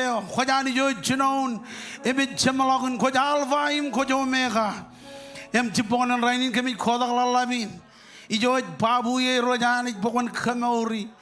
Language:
Marshallese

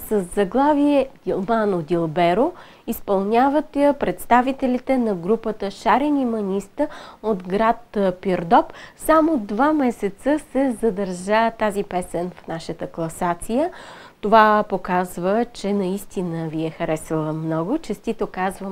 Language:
Bulgarian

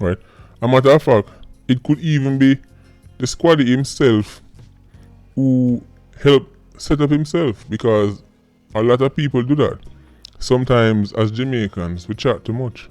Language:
Jamaican Creole English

